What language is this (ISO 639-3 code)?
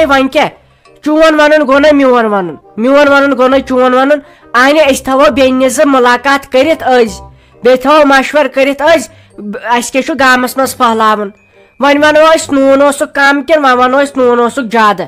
kas